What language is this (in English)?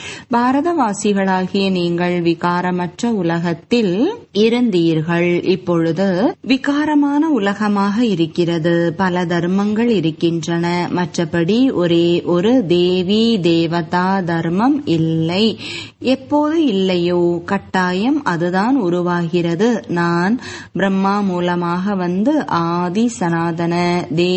Tamil